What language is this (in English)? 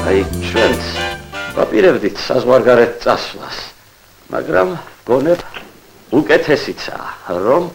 Georgian